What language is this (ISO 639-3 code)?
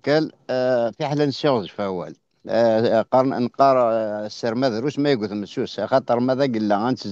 kab